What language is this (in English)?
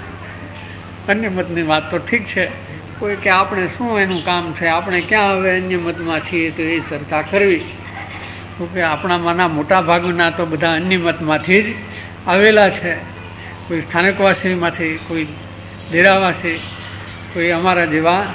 Gujarati